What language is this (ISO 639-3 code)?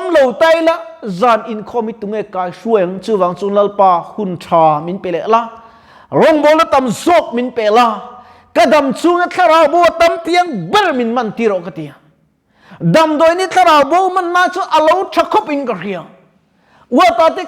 lus